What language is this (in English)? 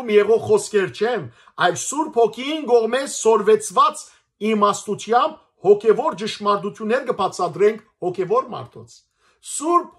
Western Armenian